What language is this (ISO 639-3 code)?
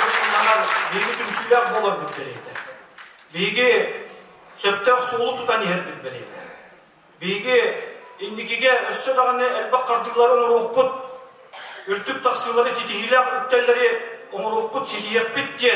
sah